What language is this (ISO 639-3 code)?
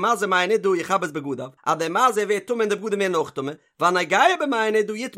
yid